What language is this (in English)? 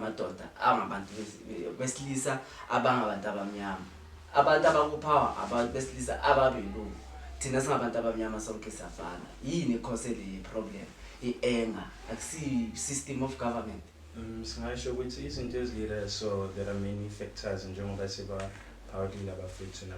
Zulu